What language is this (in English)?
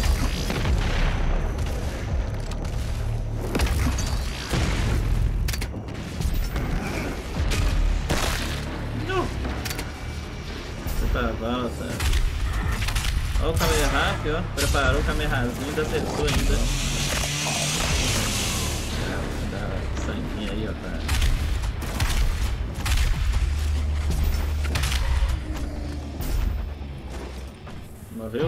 Portuguese